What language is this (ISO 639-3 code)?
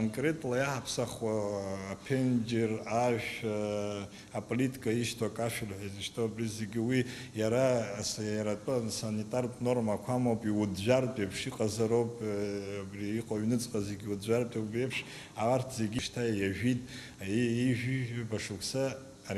abk